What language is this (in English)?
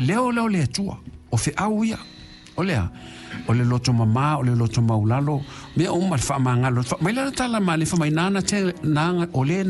Samoan